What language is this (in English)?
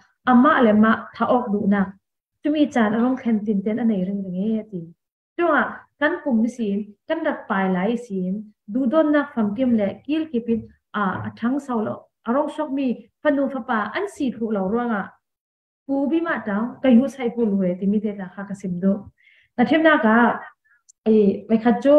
Falam Chin